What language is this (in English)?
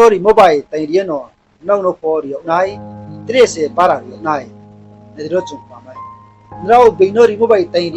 Riang (India)